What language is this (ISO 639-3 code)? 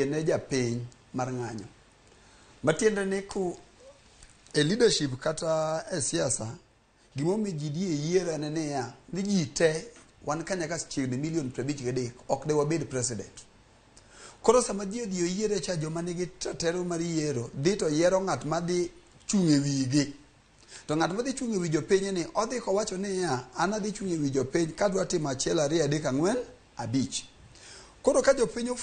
luo